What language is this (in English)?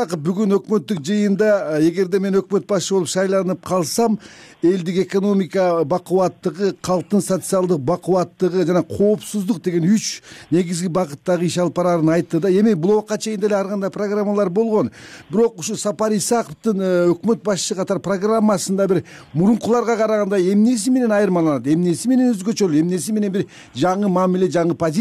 Kyrgyz